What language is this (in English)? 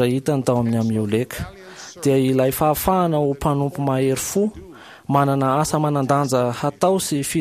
Malagasy